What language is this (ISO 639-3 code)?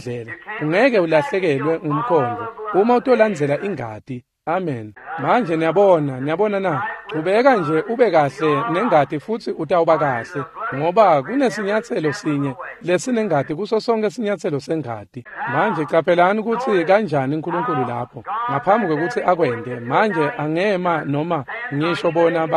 ssw